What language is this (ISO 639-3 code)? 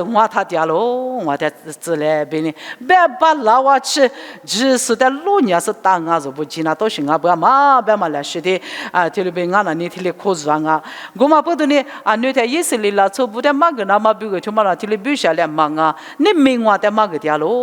lis